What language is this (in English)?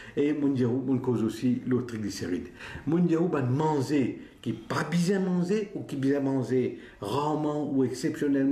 Morisyen